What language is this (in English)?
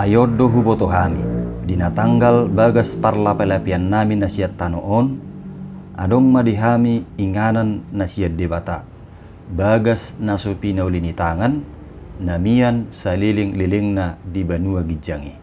Batak Toba